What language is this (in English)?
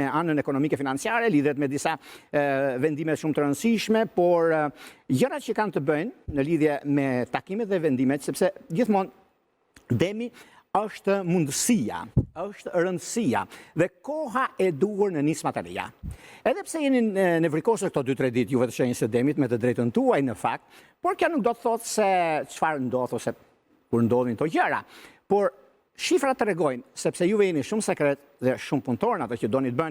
Albanian